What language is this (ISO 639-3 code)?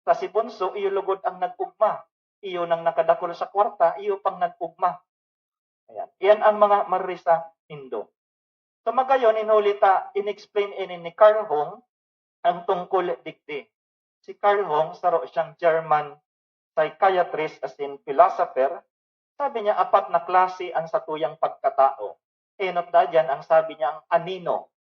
bik